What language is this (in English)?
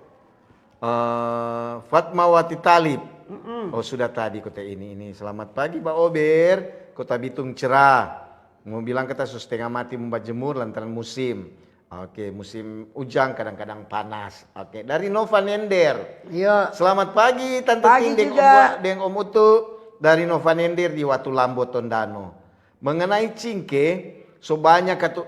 Manado Malay